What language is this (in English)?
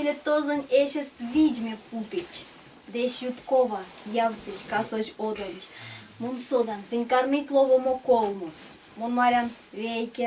Erzya